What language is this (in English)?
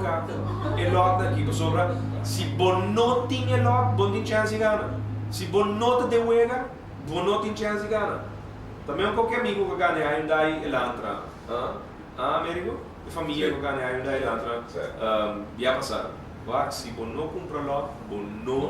Papiamento